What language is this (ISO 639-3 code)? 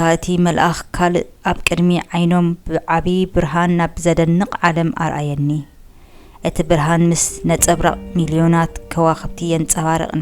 tir